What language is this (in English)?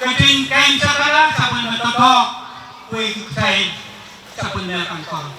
Pohnpeian